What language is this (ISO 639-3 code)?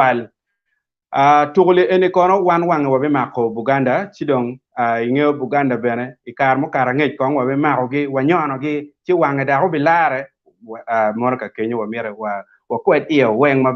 ach